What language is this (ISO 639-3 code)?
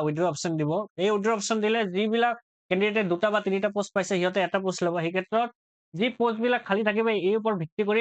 asm